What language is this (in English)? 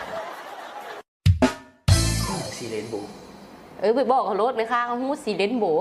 Lao